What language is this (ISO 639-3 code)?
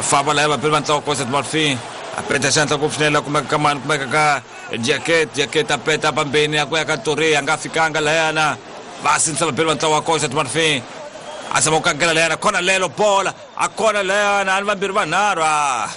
tso